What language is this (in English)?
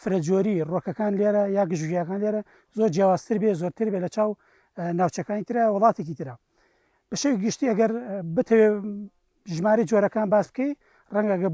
Central Kurdish